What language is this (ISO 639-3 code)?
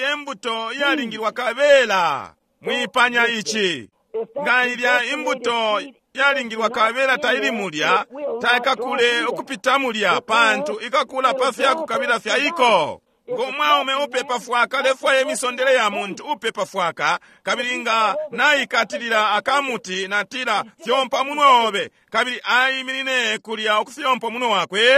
bem